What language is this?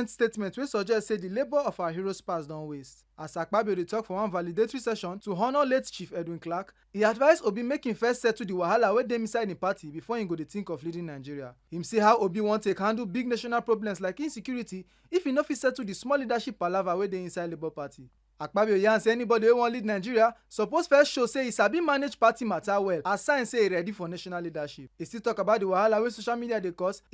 Nigerian Pidgin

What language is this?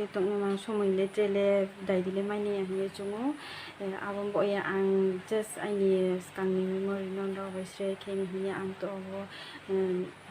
Riang (India)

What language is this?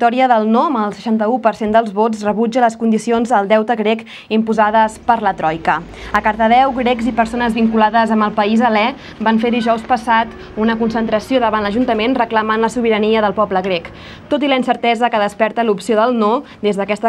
Catalan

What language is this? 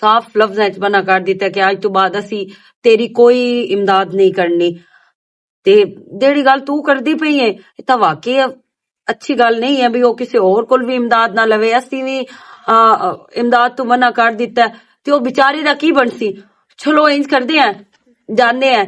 Western Panjabi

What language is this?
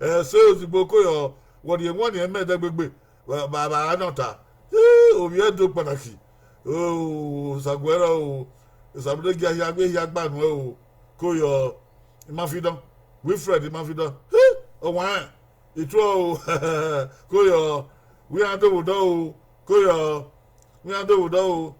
Bini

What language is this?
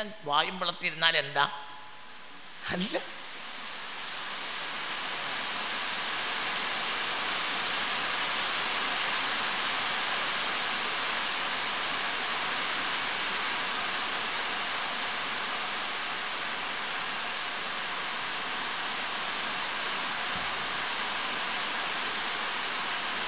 Malayalam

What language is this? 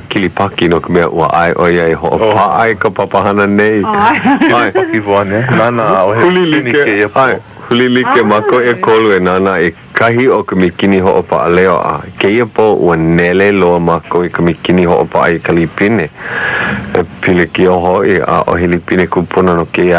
Hawaiian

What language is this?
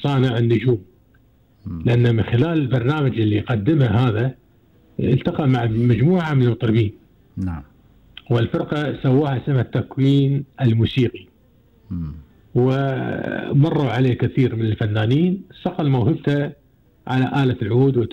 Gulf Arabic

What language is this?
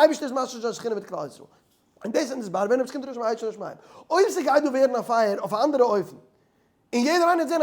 Yiddish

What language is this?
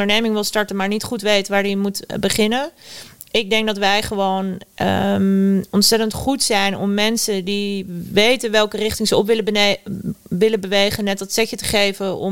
Dutch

